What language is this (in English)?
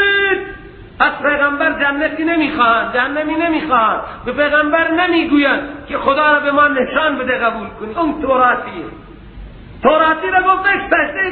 Persian